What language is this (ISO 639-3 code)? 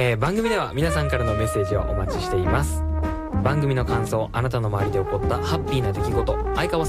jpn